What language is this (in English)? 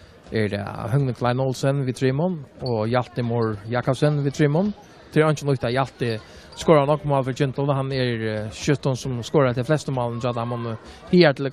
Faroese